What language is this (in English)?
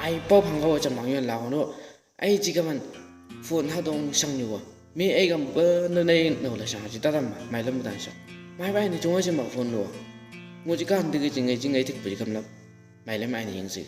Chang Naga